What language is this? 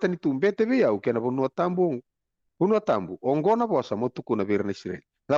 Fijian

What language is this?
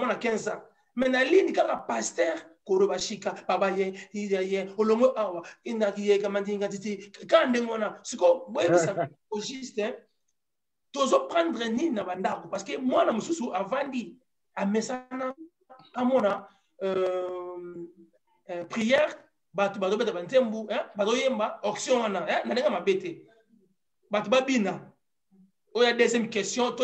Lingala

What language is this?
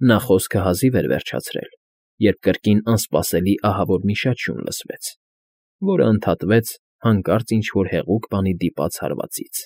Armenian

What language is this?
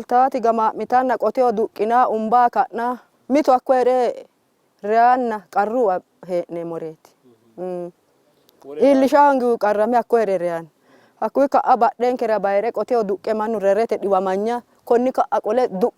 Sidamo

